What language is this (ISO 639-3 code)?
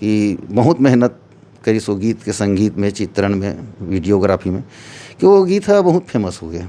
hne